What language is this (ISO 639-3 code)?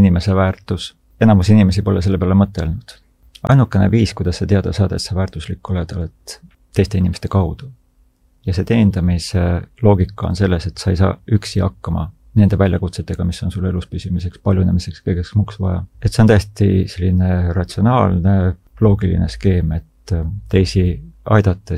est